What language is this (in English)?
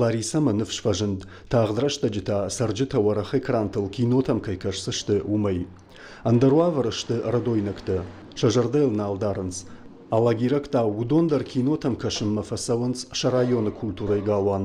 Ossetic